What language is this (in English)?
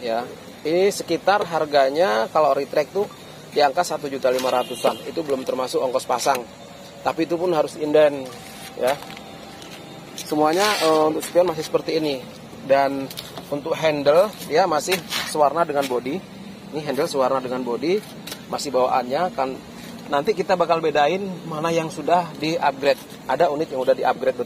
Indonesian